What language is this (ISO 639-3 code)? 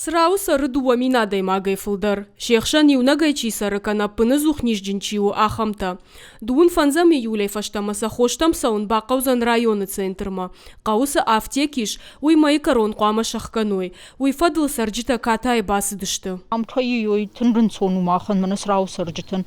oss